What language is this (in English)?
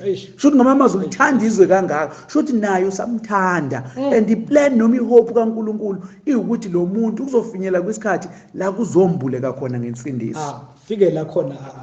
Zulu